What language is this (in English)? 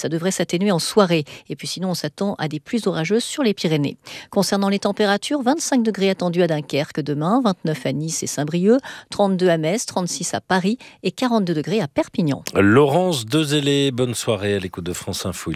French